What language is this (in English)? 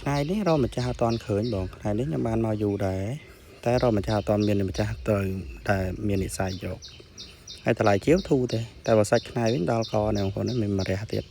Khmer